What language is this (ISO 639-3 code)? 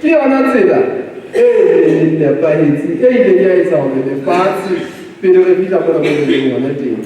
sot